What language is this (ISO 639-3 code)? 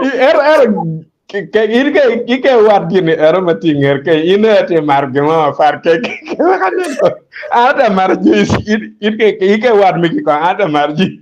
ach